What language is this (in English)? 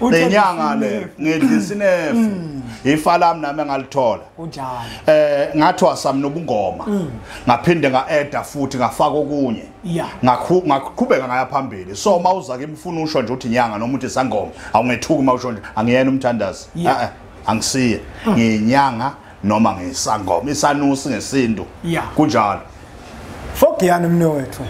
Zulu